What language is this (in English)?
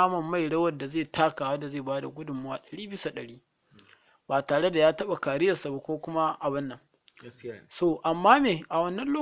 Hausa